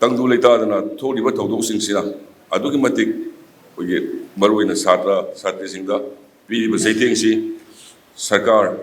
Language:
Manipuri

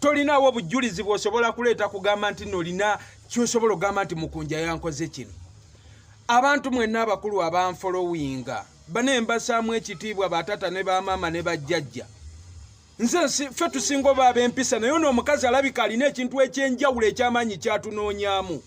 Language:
Ganda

